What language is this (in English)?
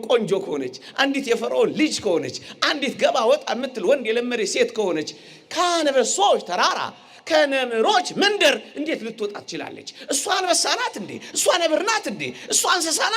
Amharic